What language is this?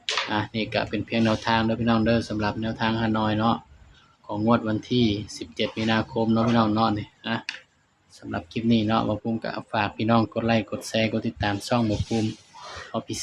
Northeastern Thai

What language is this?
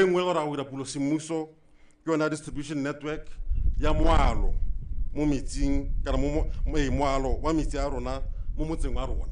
Tswana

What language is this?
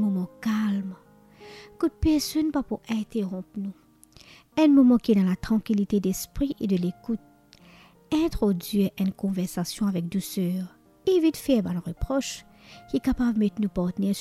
Morisyen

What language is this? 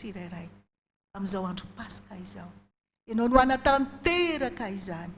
Malagasy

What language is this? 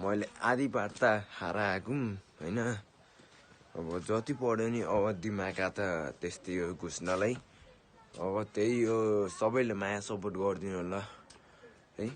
Nepali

